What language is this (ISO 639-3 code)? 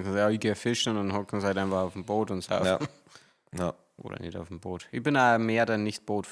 bar